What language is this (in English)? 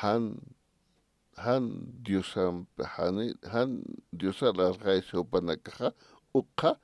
Aymara